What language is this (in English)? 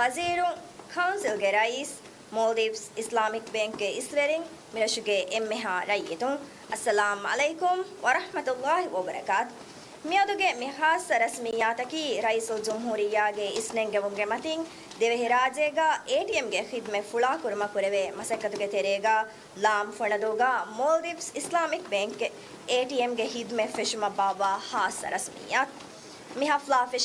Divehi